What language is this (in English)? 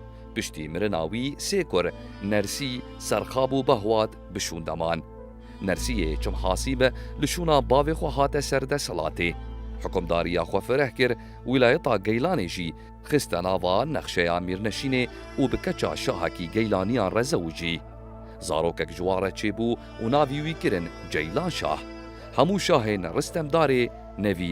Kurdish